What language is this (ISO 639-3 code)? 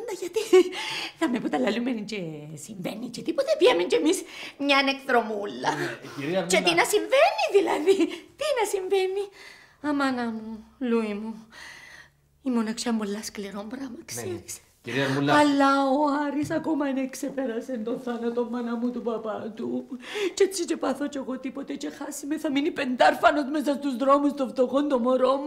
ell